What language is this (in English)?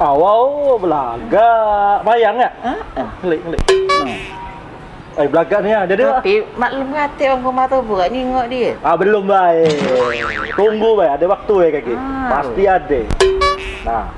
Musi